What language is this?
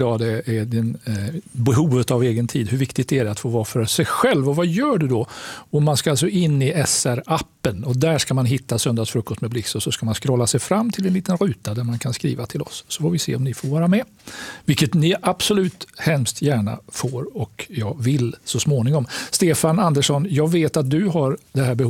Swedish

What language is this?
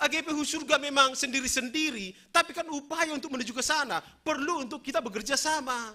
Batak Simalungun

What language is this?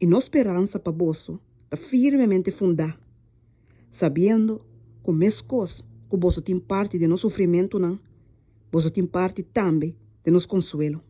Papiamento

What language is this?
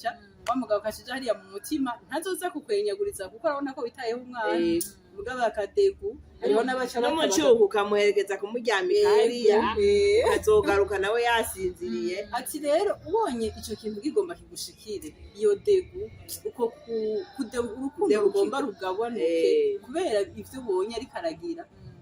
Rundi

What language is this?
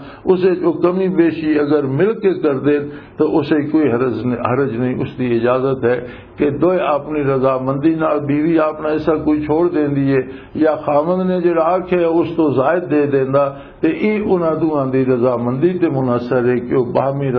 Western Panjabi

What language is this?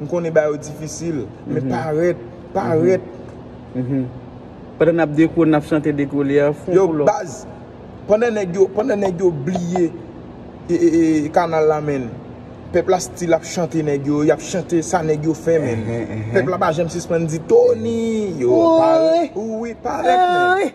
Haitian Creole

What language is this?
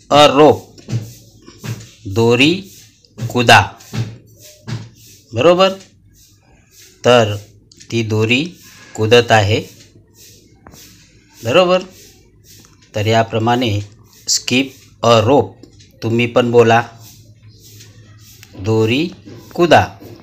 Marathi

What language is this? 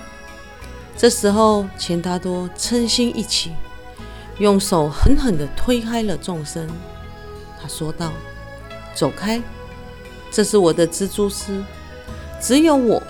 Chinese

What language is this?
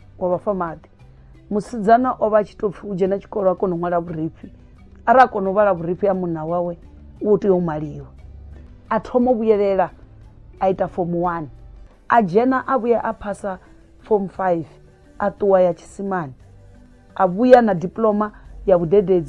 Venda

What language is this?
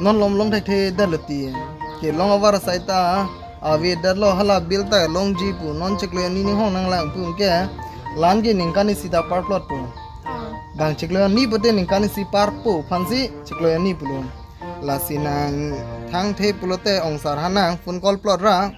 Karbi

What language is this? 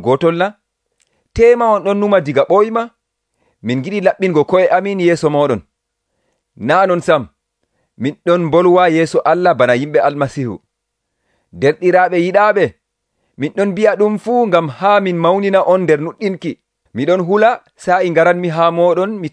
Nigerian Fulfulde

